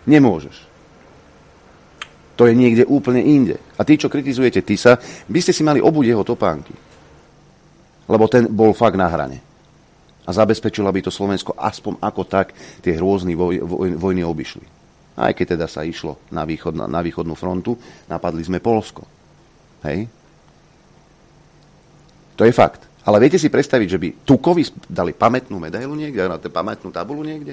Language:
Slovak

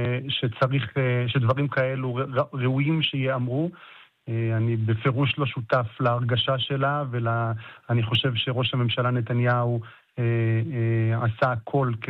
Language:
Hebrew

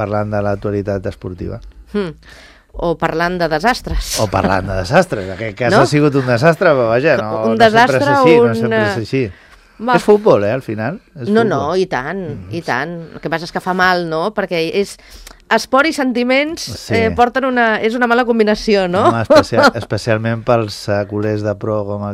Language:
Catalan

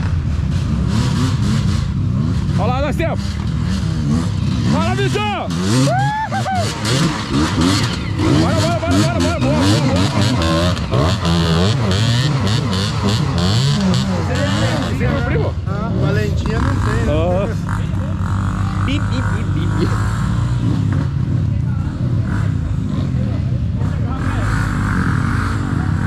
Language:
Portuguese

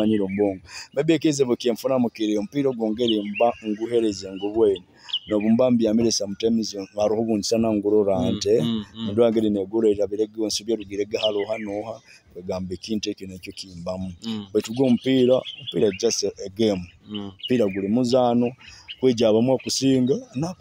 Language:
Nyoro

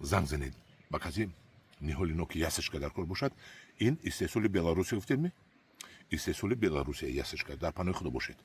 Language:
Tajik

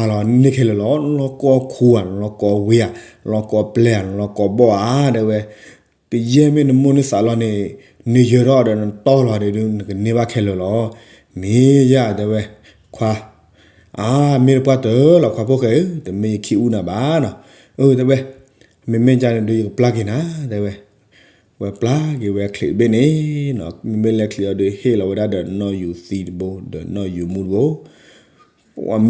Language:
S'gaw Karen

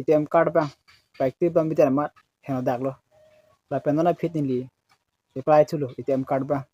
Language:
Karbi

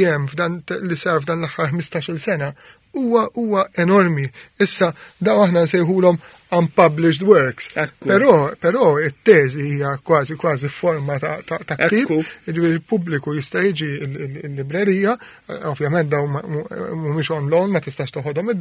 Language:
Maltese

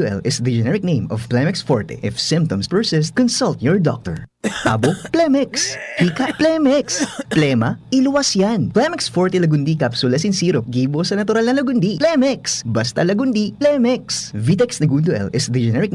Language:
Bikol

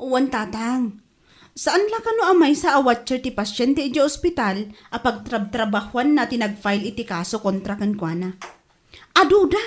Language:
Iloko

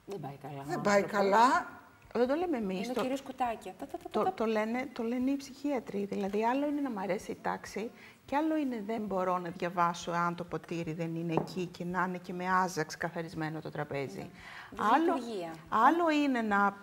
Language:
Greek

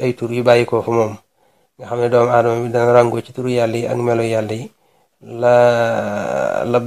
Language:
Wolof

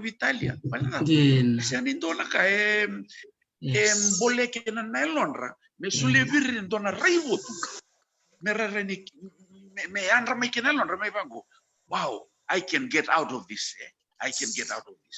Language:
Fijian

